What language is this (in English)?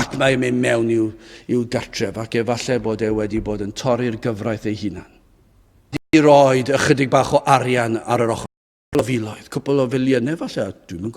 Welsh